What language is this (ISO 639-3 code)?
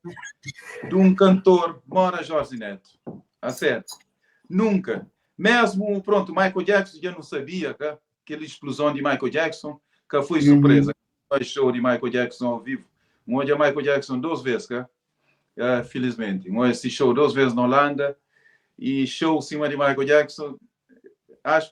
kea